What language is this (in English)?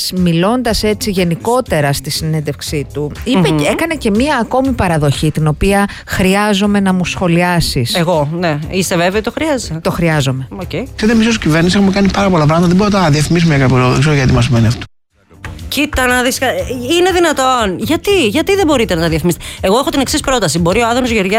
Greek